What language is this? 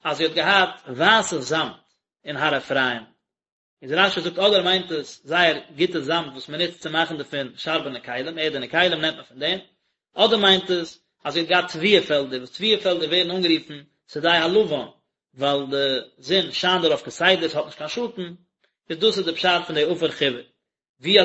Yiddish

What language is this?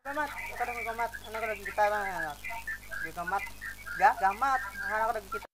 Banjar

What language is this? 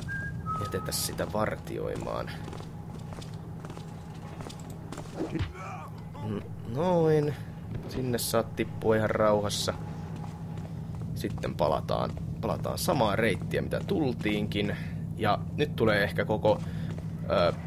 Finnish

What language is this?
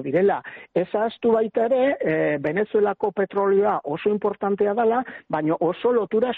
Basque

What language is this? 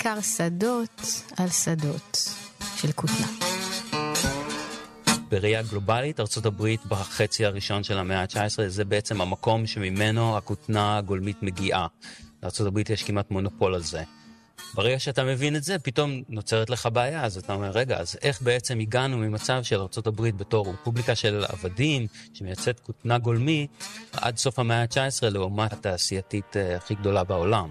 Hebrew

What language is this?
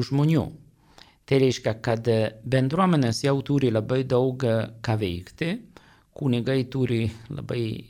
Lithuanian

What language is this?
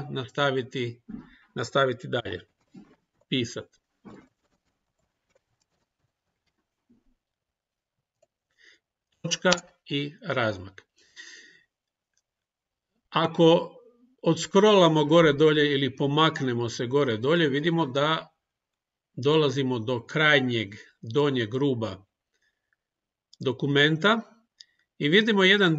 Croatian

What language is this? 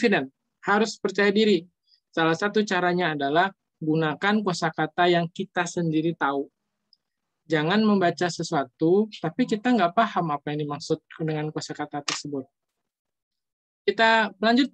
Indonesian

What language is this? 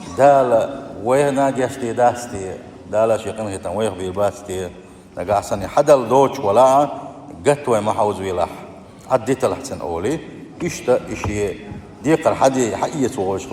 Chechen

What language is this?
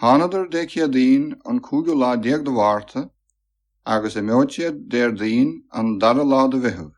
Irish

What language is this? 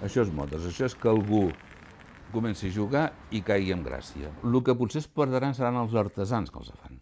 Catalan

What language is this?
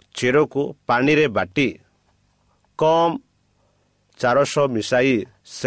Odia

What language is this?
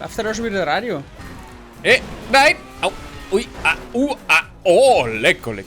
Bavarian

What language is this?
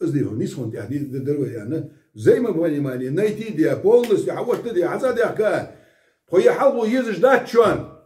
Ingush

